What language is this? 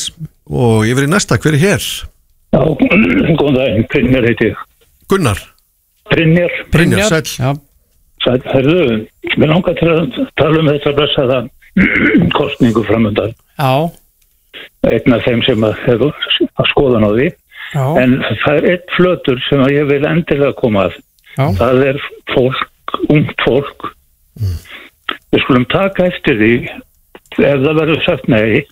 Icelandic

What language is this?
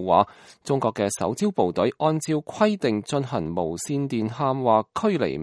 Cantonese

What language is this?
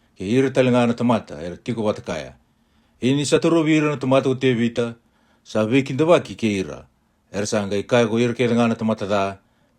Fijian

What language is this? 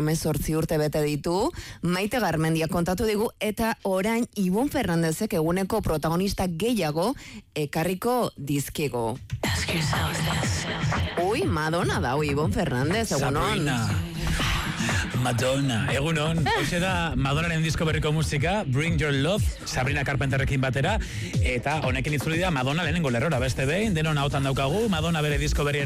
Basque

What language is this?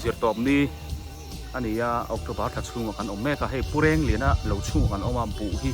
Biete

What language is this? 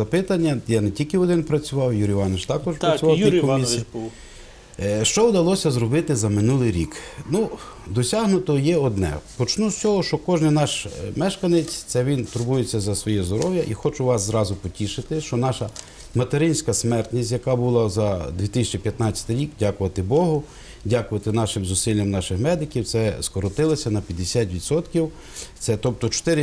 Ukrainian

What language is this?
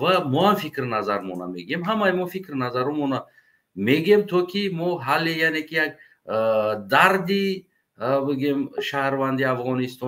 Tajik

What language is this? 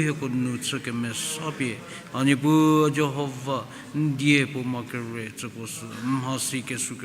Angami Naga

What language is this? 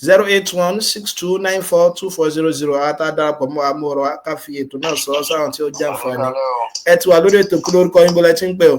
Yoruba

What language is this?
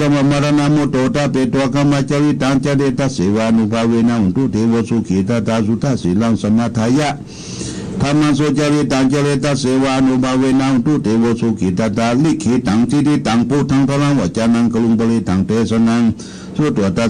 Pali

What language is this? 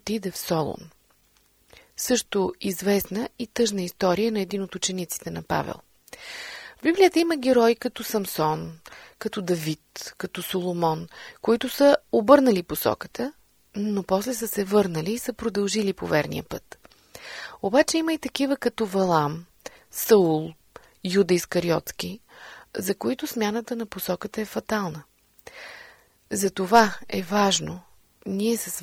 Bulgarian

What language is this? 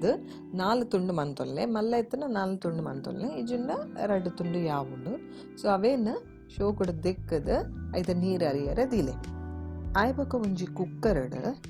Tulu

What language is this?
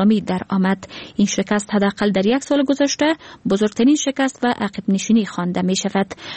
Persian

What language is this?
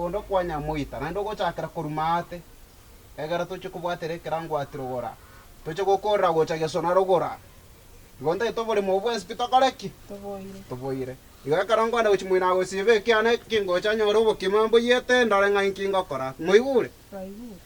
Gusii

